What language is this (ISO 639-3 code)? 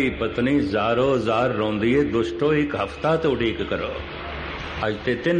pan